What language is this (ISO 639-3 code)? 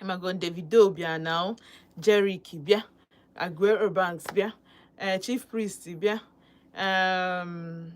ibo